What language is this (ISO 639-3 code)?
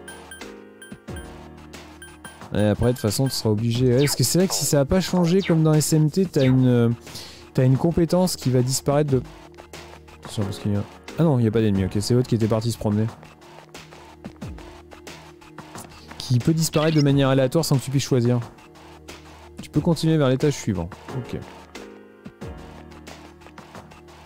fra